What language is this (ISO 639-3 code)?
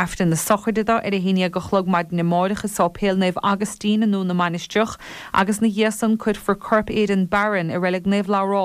gle